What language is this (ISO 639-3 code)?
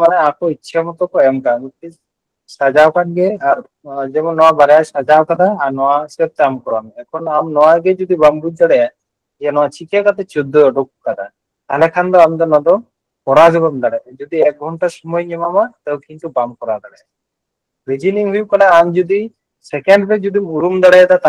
sat